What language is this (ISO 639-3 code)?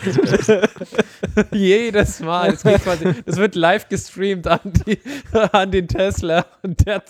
deu